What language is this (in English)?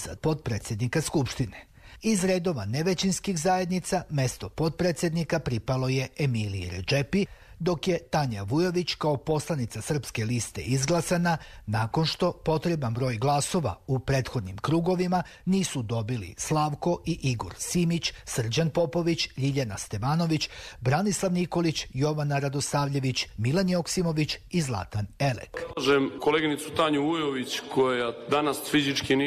Serbian